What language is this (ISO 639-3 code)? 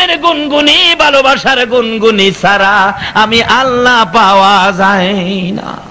ben